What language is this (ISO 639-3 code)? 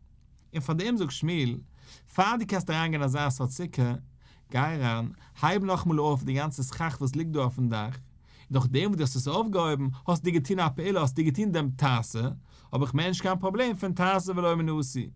yid